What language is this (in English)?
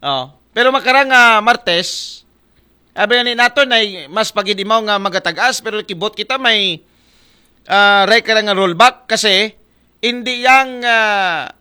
Aklanon